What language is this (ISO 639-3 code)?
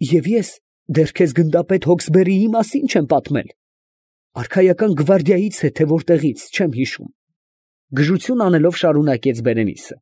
hye